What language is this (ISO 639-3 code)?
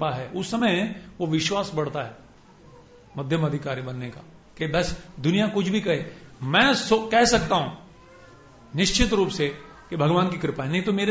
hin